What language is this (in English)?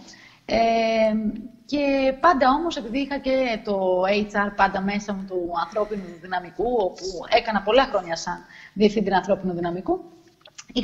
Greek